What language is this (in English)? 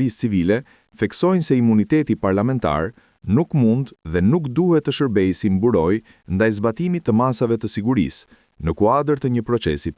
Albanian